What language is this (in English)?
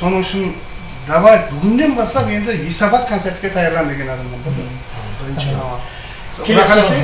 Kara-Kalpak